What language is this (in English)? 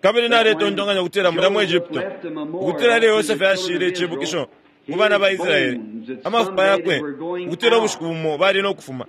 Bemba